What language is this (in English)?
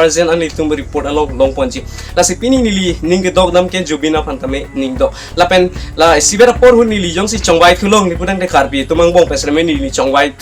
Karbi